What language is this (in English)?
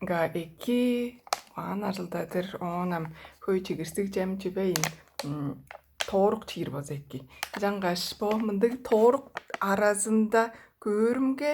Tuvinian